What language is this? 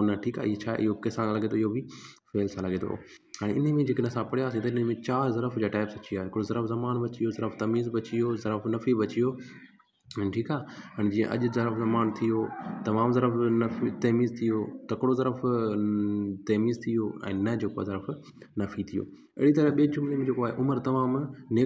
Sindhi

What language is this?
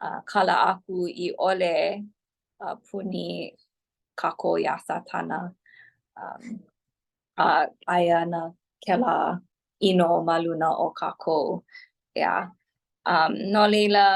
Hawaiian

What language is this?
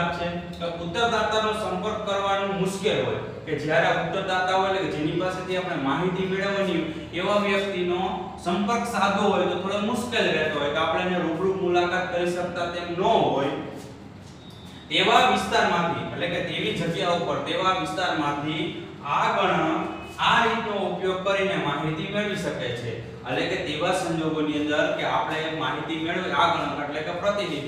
Gujarati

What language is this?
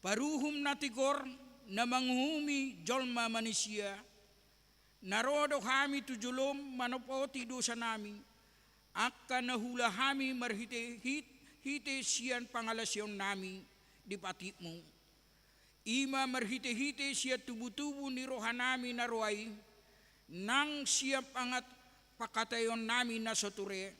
Batak Toba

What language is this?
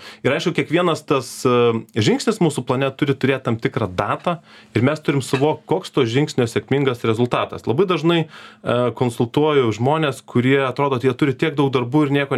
Lithuanian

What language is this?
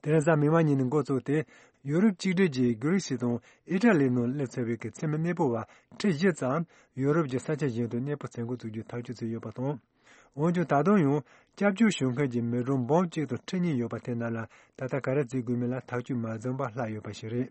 Tibetan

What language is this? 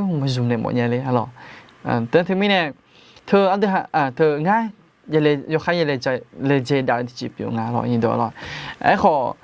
Akha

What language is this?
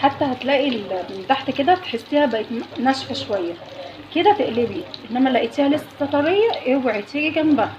Egyptian Arabic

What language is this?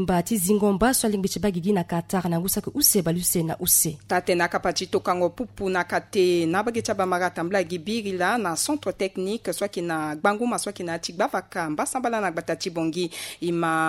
Sango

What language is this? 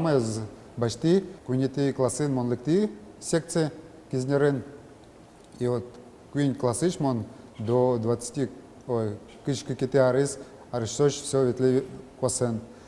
Udmurt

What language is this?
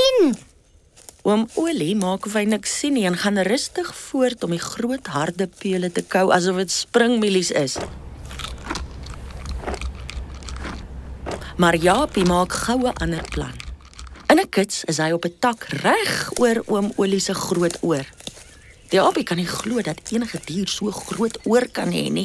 Afrikaans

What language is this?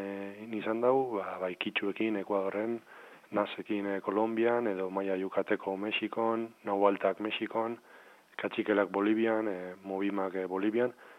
Basque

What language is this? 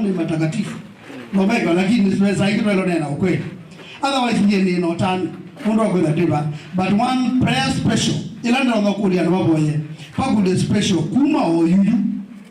Kamba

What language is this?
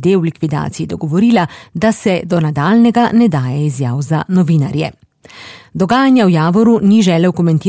Slovenian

